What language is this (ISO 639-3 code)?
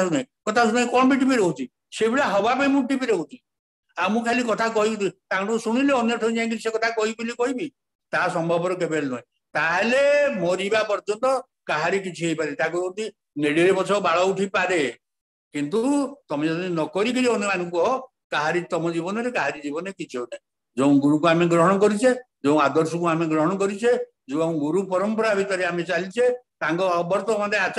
ori